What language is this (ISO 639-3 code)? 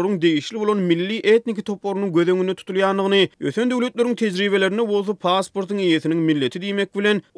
tuk